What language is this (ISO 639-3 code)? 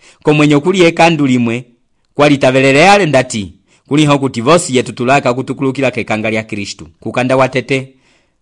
umb